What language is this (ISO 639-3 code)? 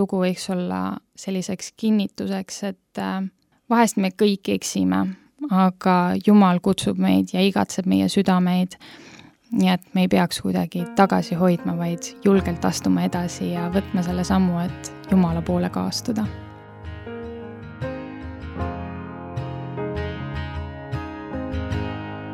est